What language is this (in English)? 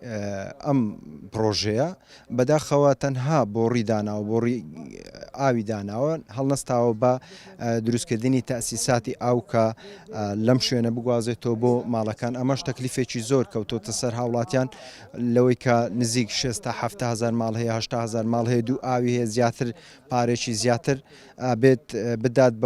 Central Kurdish